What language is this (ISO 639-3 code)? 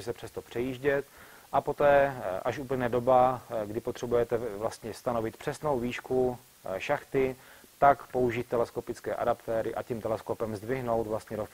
ces